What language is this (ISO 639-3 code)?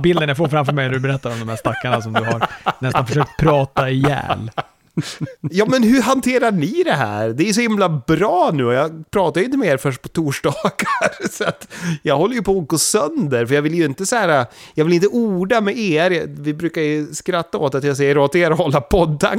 swe